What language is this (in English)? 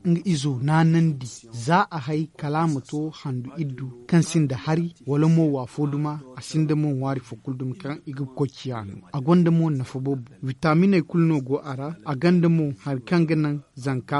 Zarma